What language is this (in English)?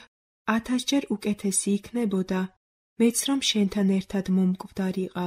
Georgian